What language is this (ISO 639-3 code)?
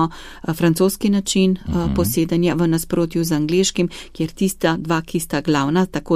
slv